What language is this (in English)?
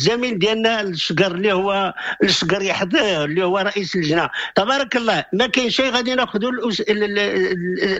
Moroccan Arabic